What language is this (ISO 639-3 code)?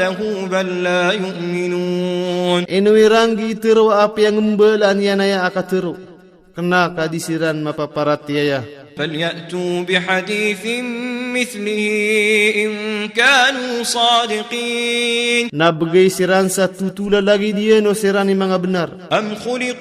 mrw